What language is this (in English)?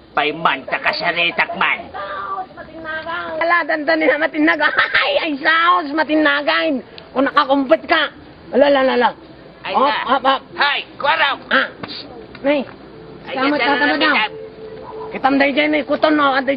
Iloko